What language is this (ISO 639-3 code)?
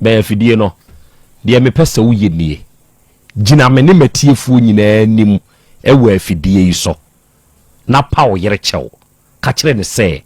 aka